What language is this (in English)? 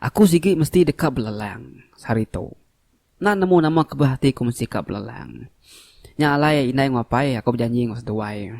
Iban